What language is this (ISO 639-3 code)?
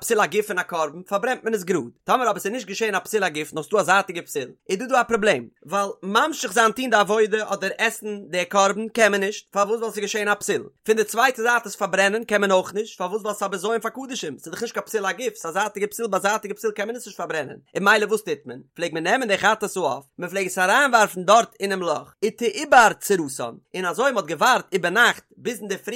yid